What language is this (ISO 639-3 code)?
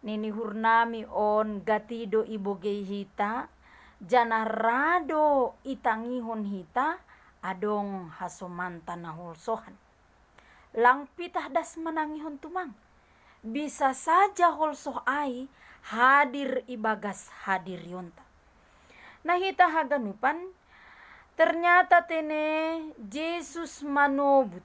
bts